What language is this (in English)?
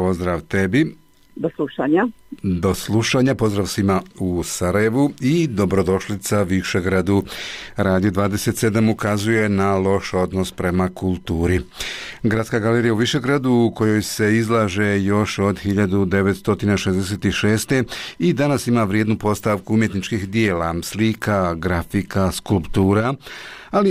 Bosnian